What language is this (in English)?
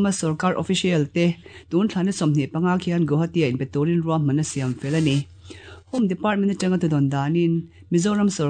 Mizo